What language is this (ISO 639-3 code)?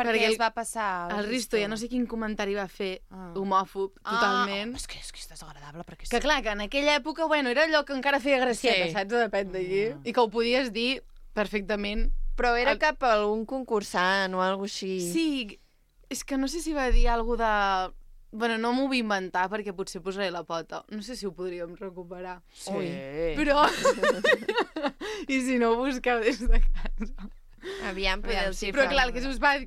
cat